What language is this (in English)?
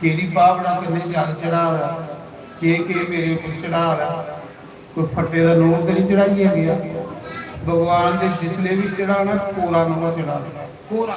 Dogri